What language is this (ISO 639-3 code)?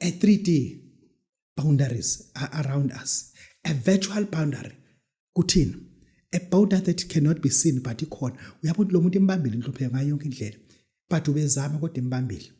zul